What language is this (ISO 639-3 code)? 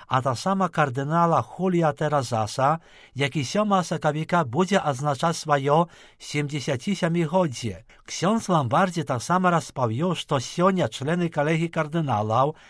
bel